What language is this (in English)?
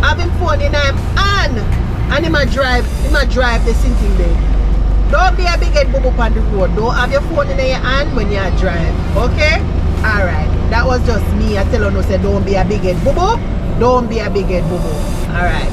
Jamaican Creole English